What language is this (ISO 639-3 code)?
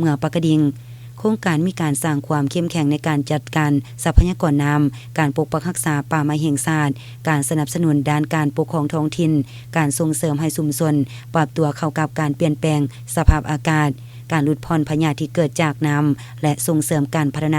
lao